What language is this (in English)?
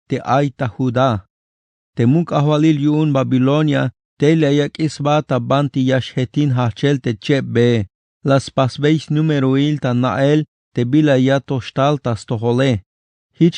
Tzeltal